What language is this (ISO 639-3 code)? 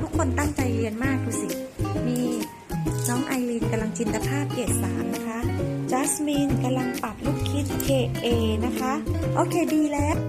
lao